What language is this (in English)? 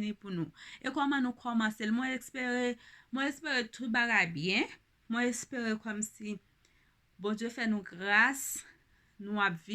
Haitian Creole